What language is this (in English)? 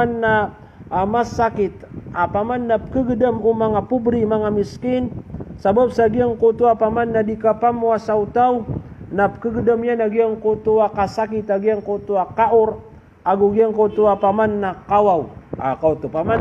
Maranao